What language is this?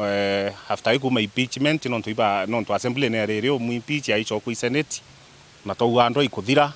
Meru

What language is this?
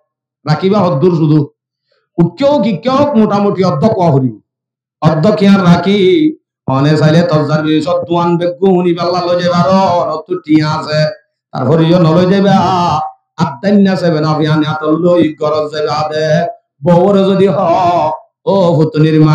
Rohingya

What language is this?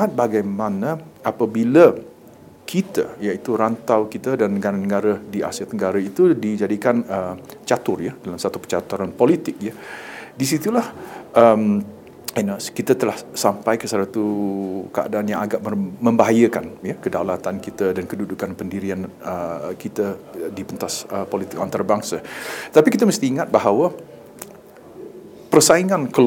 Malay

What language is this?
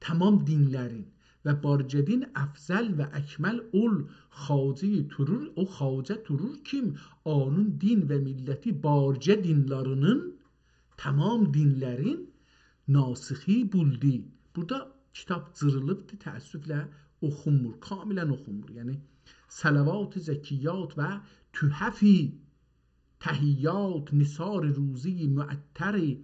South Azerbaijani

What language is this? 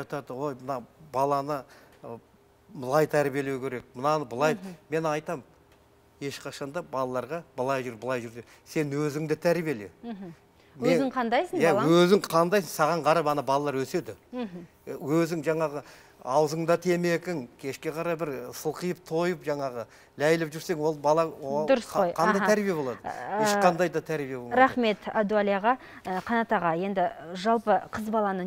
Kazakh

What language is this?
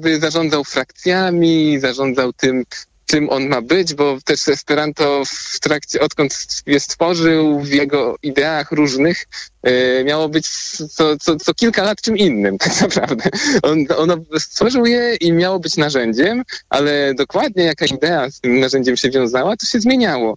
Polish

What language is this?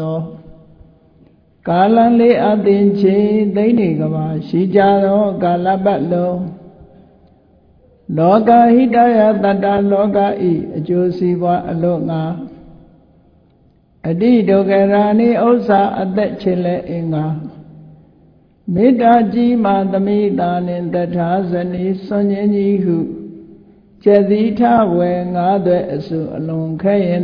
Burmese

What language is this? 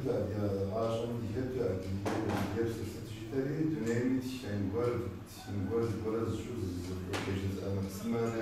Kabardian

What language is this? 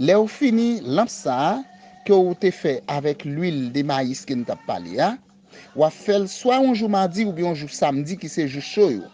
Haitian Creole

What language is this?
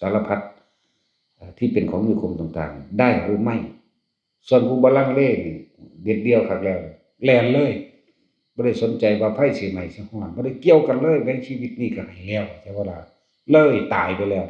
Northeastern Thai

